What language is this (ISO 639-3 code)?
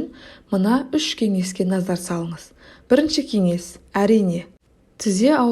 kaz